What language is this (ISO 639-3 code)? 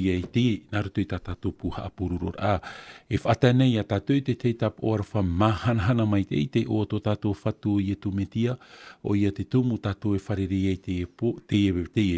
tah